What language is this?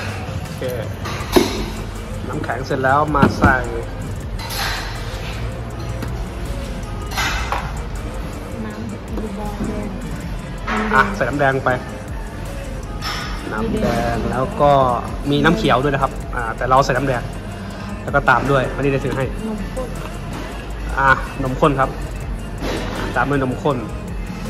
Thai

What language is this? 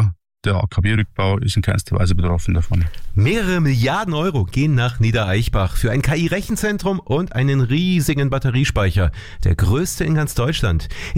German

